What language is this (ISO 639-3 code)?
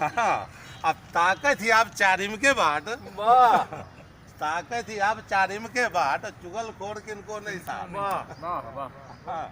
mai